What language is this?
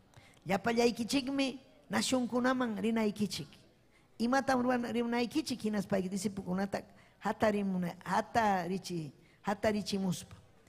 Ayacucho Quechua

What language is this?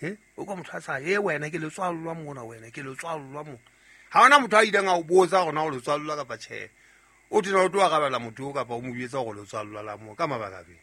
Southern Sotho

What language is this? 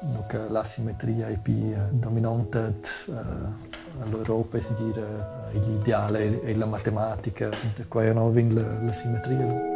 Romansh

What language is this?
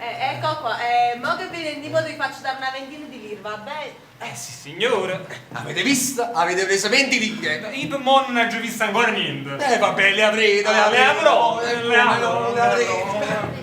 Neapolitan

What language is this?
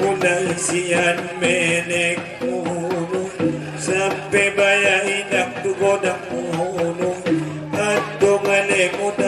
Batak Angkola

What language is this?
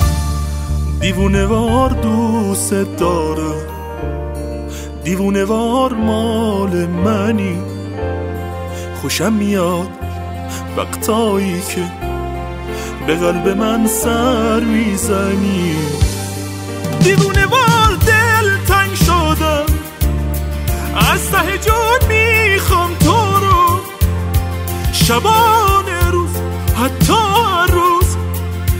Persian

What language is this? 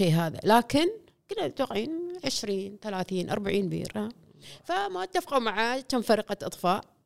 Gulf Arabic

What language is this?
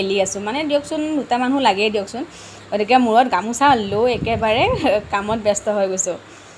Assamese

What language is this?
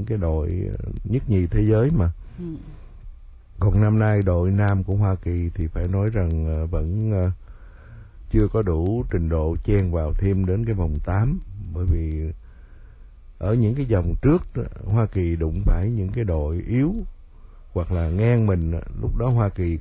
Vietnamese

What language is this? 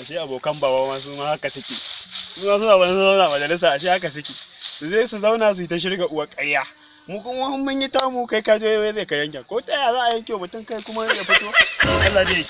Hausa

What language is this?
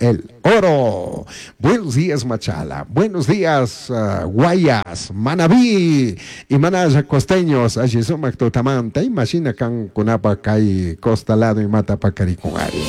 Chimborazo Highland Quichua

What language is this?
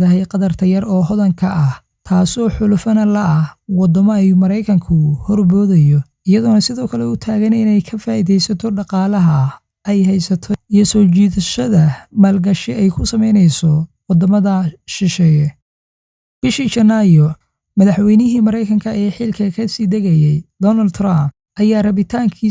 Somali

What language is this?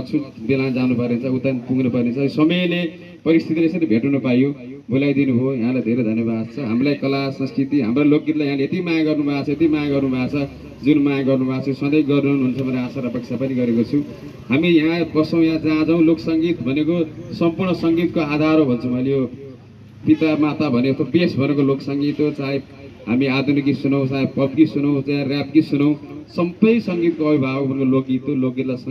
Nepali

